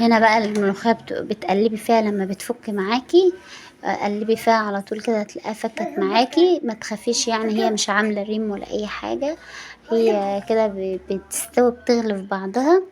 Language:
Egyptian Arabic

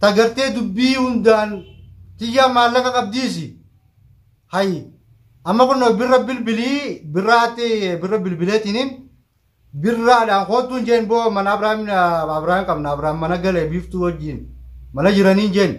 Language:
Oromo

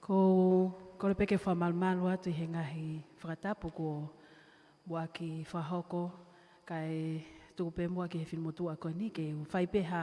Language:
Tongan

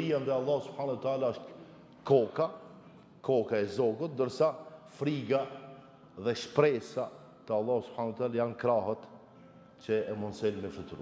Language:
Albanian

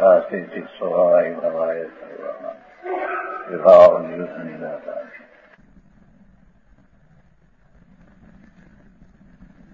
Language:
Gujarati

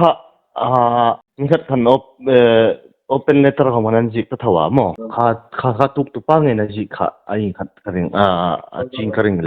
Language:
Hmar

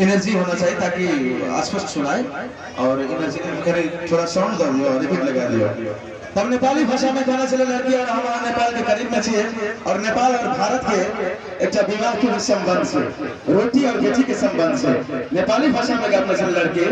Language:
Maithili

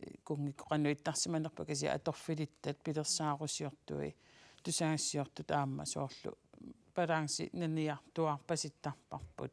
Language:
Kalaallisut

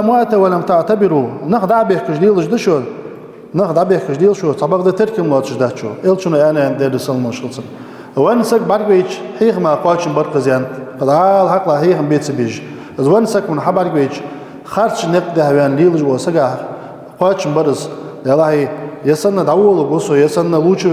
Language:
Ingush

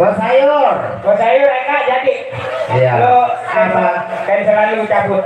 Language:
Betawi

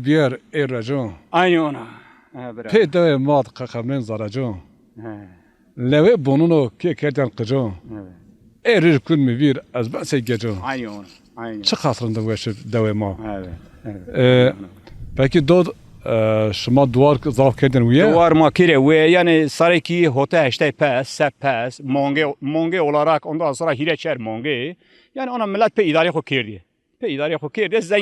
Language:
Zaza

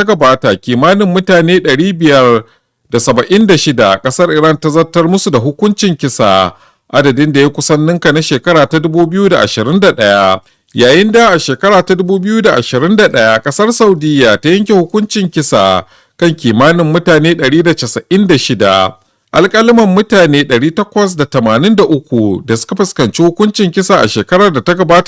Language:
Hausa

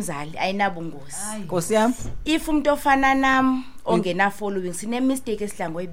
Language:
Xhosa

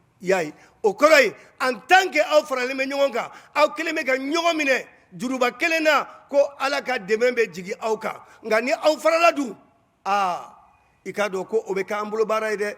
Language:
Bambara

